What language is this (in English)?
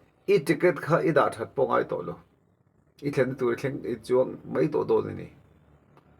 Mizo